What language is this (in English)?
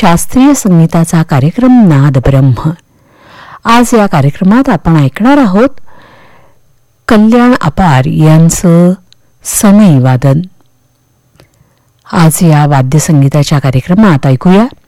Marathi